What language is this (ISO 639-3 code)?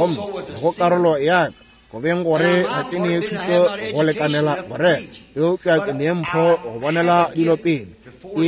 nso